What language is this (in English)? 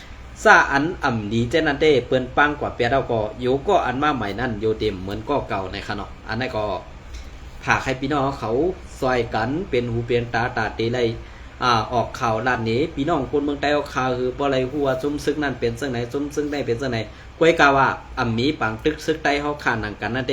Shan